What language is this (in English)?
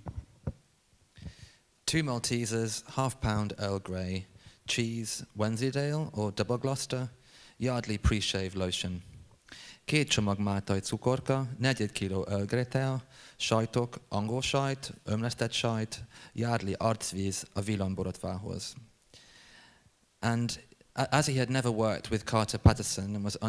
Hungarian